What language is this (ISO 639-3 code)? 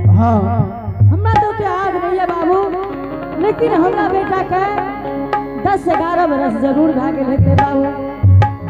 anp